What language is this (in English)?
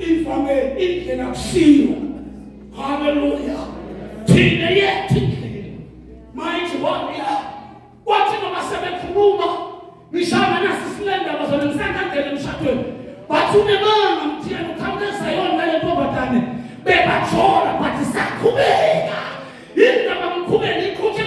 Zulu